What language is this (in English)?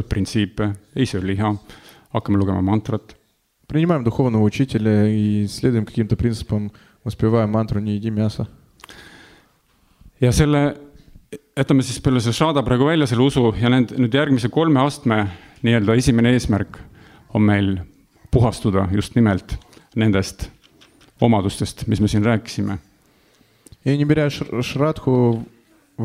Estonian